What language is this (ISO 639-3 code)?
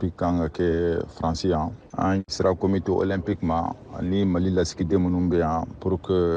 bam